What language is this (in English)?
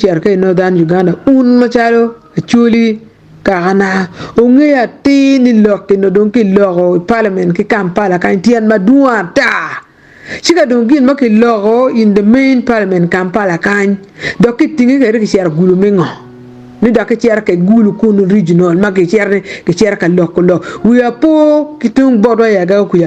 Acoli